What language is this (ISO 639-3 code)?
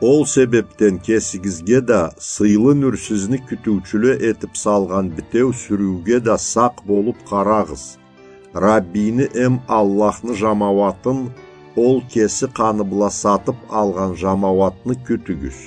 krc